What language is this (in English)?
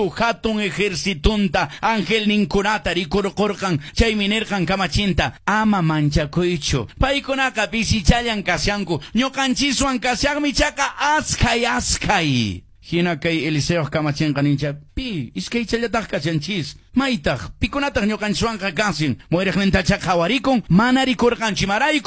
Quechua